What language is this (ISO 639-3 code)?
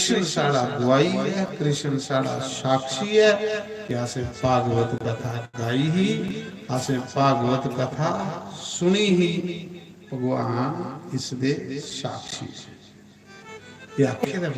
doi